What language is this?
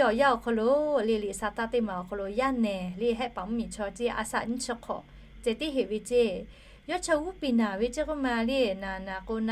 Lahu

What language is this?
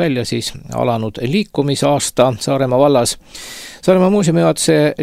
Estonian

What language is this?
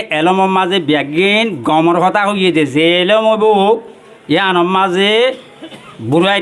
Rohingya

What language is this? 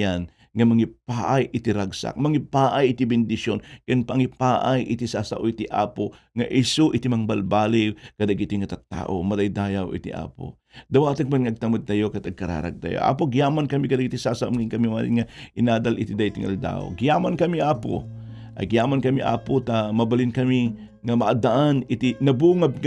Iloko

